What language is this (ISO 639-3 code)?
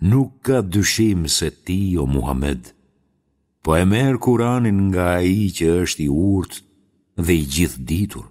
sqi